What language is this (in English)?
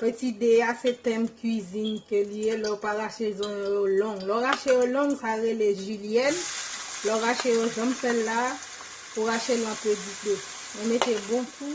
Haitian Creole